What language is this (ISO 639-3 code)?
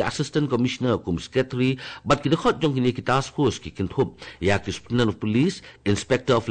kha